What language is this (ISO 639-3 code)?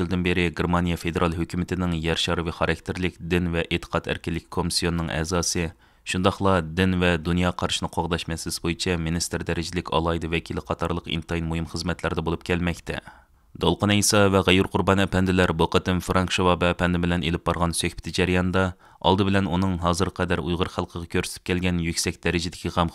uig